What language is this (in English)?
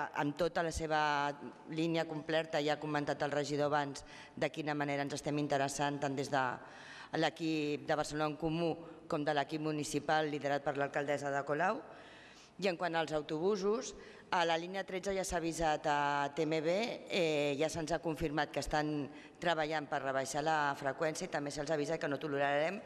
Catalan